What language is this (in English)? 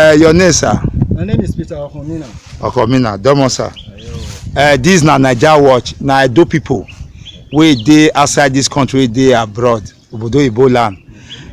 Nigerian Pidgin